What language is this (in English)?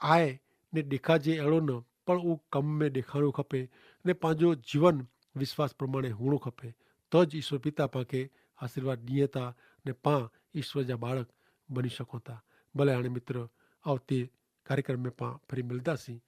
Kachhi